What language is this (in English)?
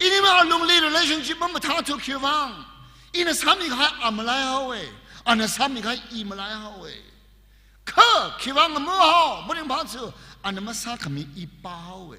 Tangkhul Naga (India)